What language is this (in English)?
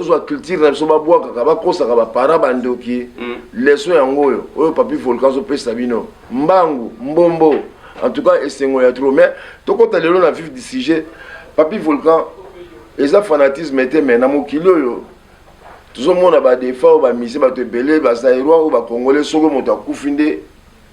Lingala